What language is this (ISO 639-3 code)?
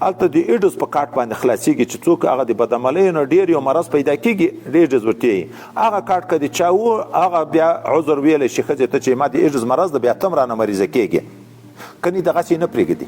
pus